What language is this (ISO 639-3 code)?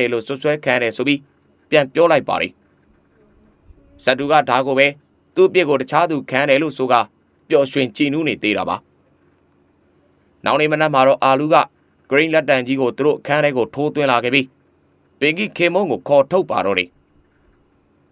mya